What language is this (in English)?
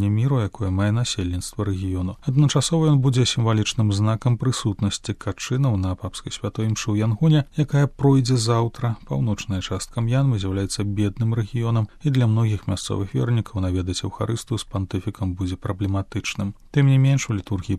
Belarusian